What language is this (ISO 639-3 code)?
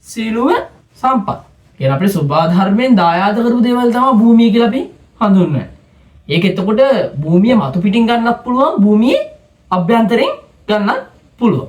sin